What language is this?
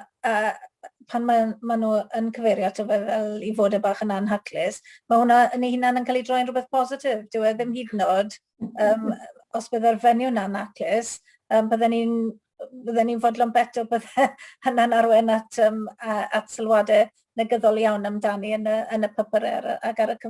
Welsh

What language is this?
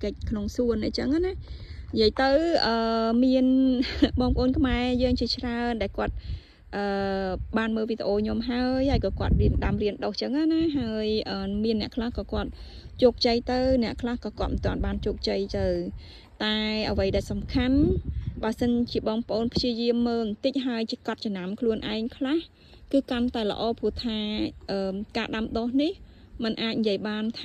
Khmer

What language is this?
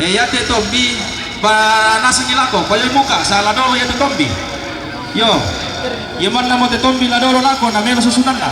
Toraja-Sa'dan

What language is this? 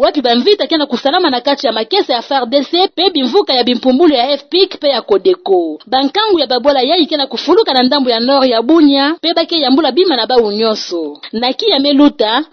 Kituba (Democratic Republic of Congo)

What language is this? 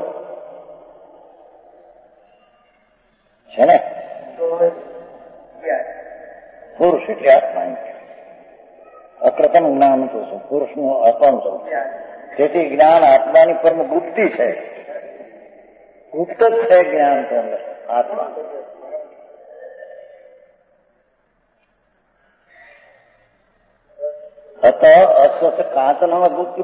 Gujarati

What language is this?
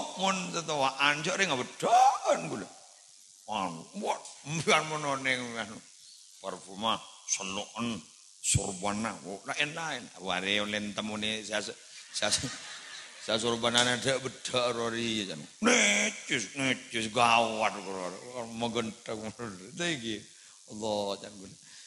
Madurese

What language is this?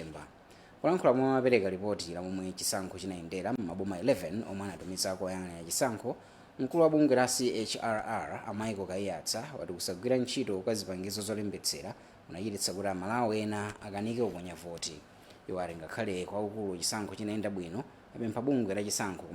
Nyanja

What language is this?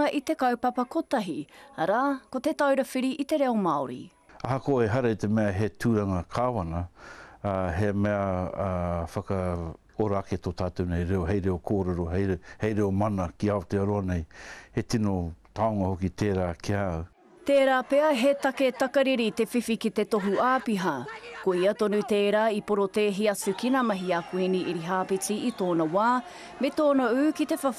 Māori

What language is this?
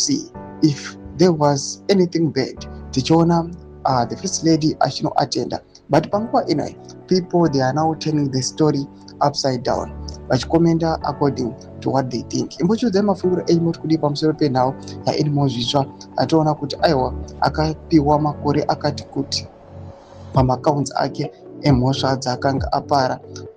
Shona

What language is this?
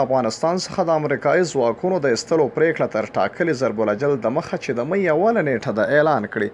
Pashto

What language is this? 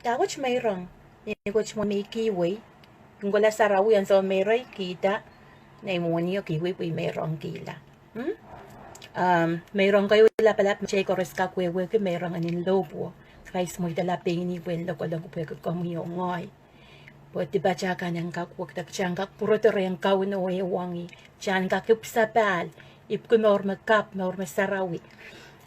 Pohnpeian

